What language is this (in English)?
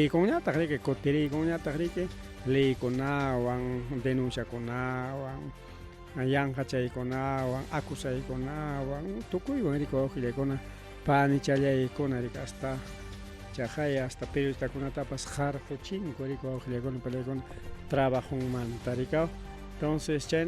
Ayacucho Quechua